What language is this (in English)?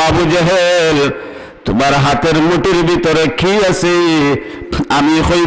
Sylheti